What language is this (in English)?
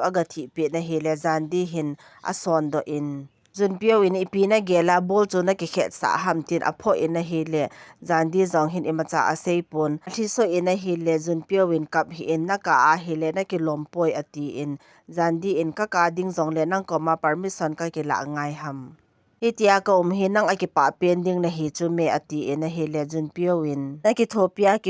Thado Chin